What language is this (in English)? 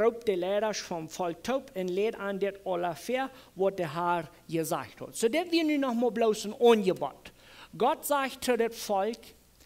Plautdietsch